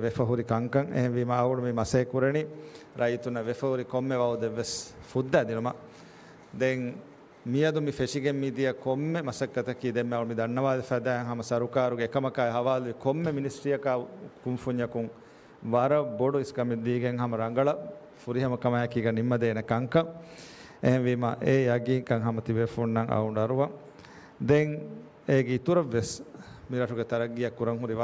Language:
Divehi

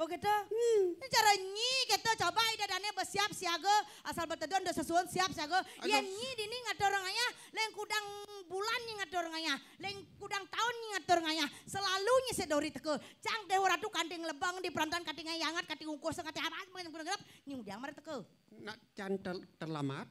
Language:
Balinese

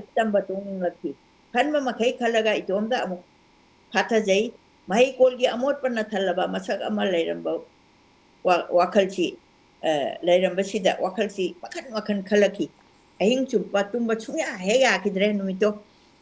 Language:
Manipuri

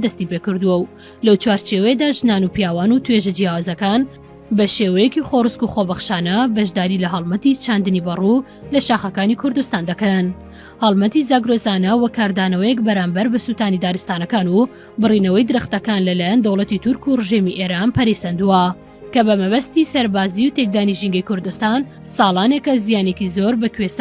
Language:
Central Kurdish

